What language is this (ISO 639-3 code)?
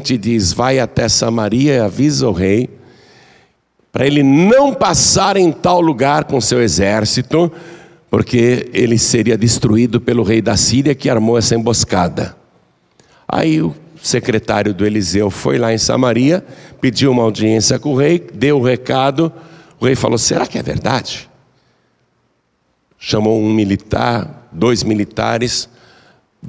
por